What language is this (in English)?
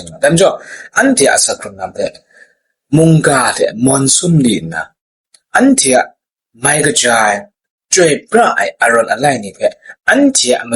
Kachin